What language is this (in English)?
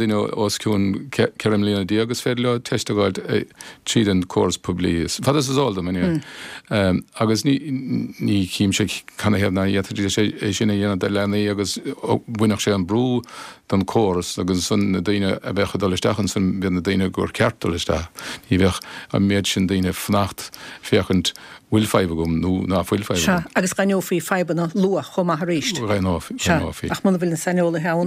Irish